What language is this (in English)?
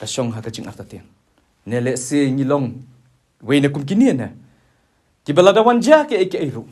Khasi